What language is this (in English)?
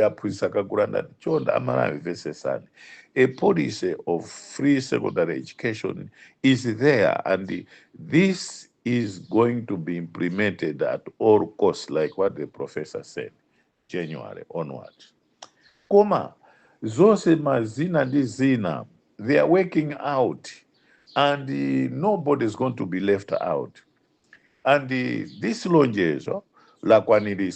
Nyanja